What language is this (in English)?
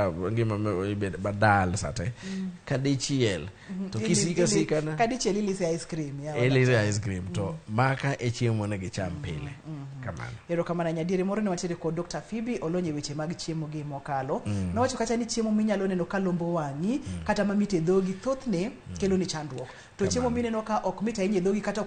Luo (Kenya and Tanzania)